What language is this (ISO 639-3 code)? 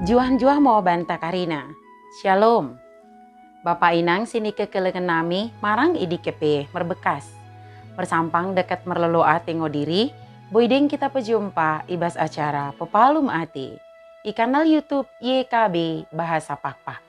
btd